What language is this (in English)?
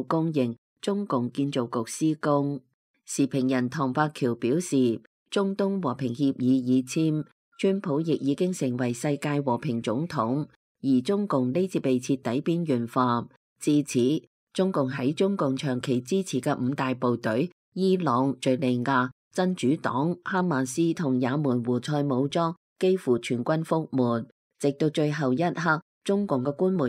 Cantonese